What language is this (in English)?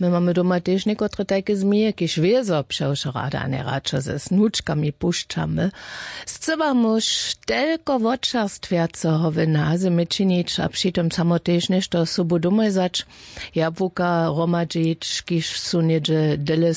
Upper Sorbian